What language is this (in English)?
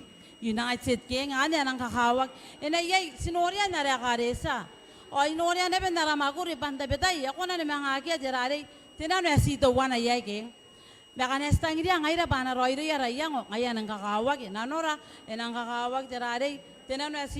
Gilbertese